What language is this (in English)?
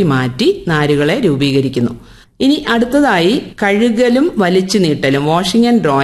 Malayalam